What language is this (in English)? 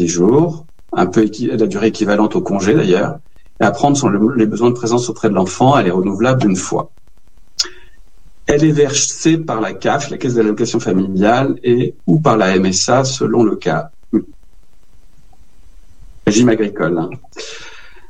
French